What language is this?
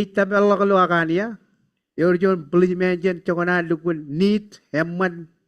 Marshallese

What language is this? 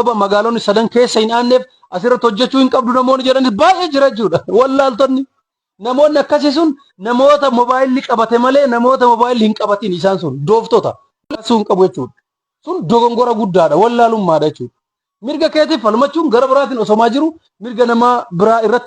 Oromo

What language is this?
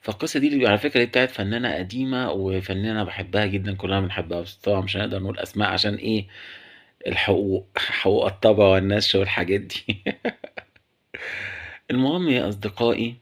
Egyptian Arabic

